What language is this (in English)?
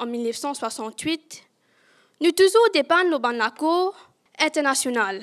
Morisyen